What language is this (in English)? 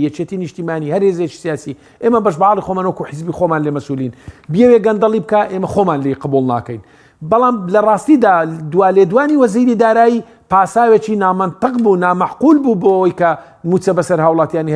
Central Kurdish